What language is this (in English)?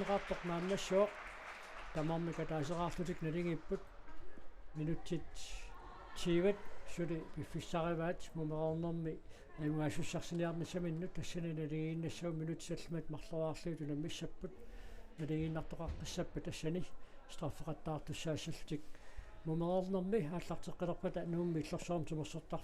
Kalaallisut